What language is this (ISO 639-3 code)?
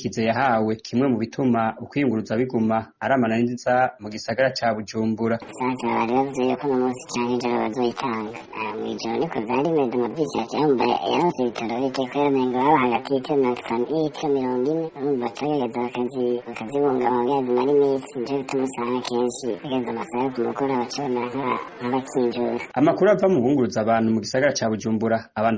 run